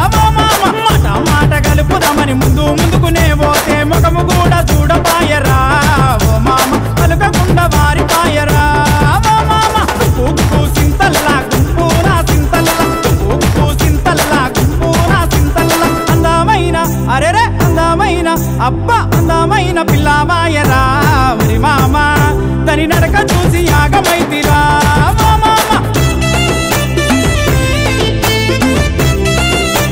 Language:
Telugu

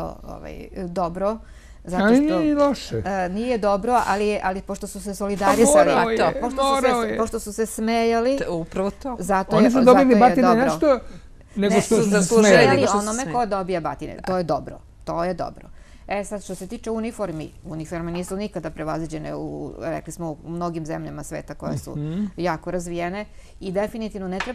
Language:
Serbian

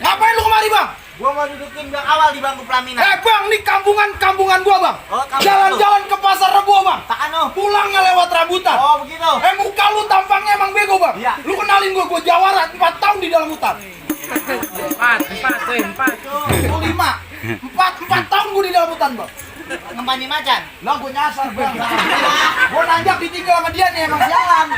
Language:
Betawi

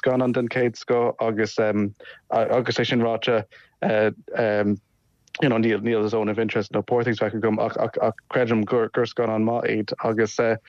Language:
Irish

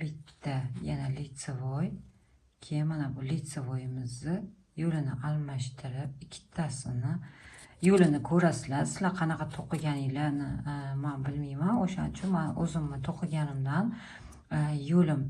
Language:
Uzbek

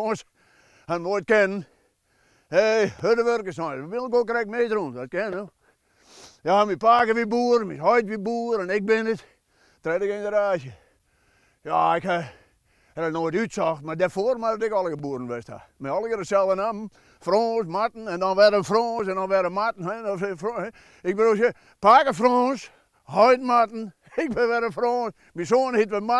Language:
Western Frisian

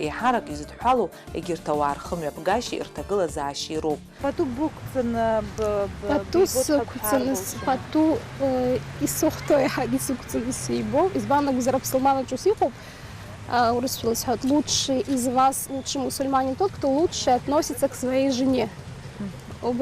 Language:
Abkhazian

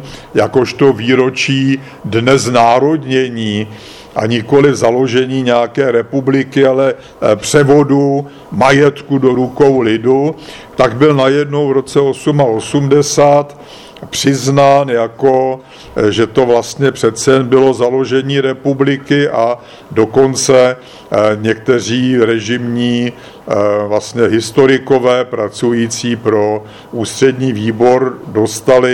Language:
Czech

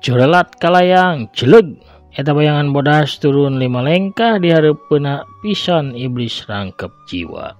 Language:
Sundanese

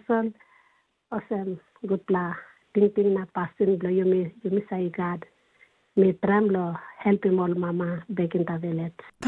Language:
Tok Pisin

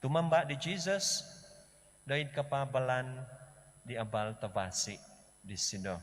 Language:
Central Dusun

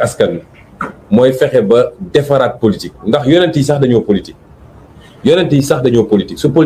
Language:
Wolof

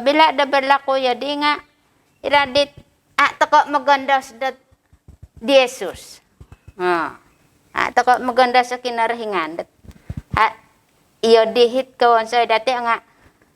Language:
Central Dusun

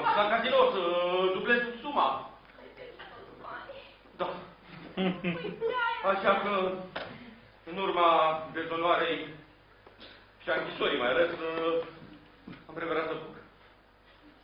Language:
Romanian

